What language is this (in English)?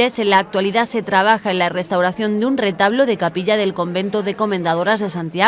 Spanish